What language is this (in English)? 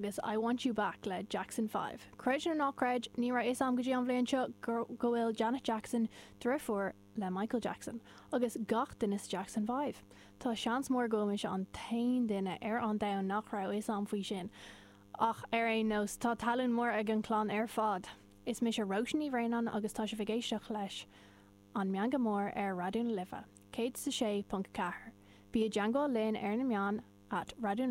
Irish